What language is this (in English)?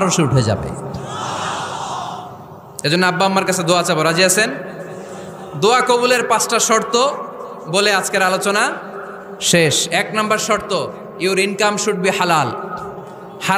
Bangla